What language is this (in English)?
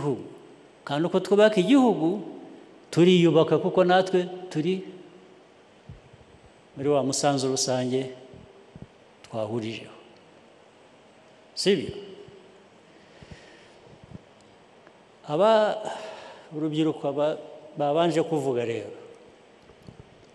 Kinyarwanda